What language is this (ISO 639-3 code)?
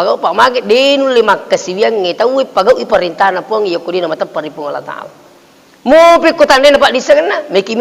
bug